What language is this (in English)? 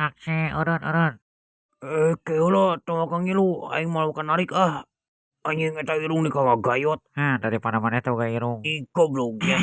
Sundanese